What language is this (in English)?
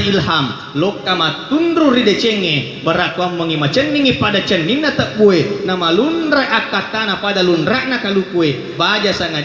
Buginese